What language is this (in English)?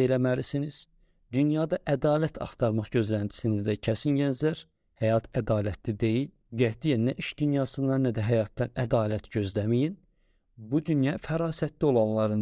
Azerbaijani